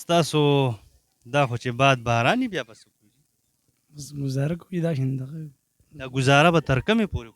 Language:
Pashto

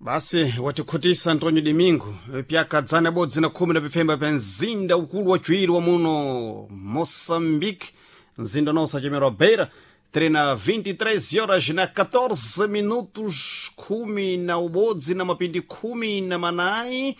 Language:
Sena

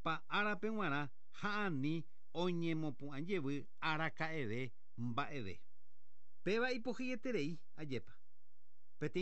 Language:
Guarani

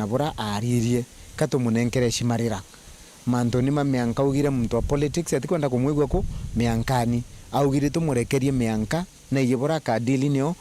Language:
Meru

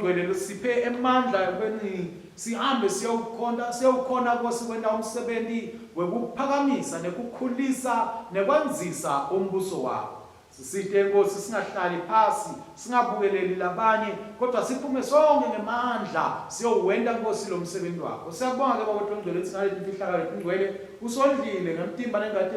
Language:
Swati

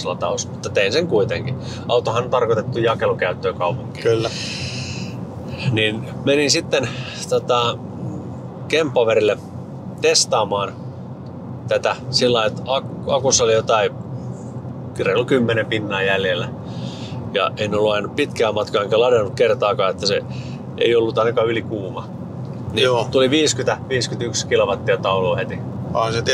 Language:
Finnish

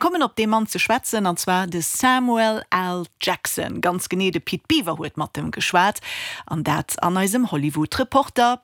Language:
Luxembourgish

